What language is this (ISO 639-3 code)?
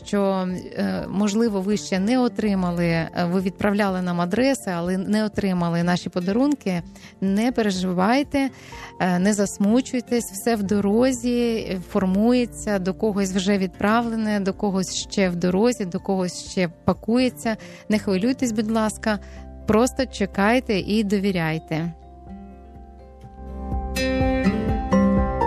ukr